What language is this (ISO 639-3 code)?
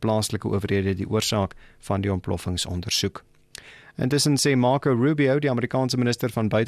afr